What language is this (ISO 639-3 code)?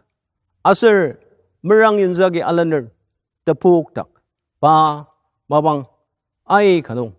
njo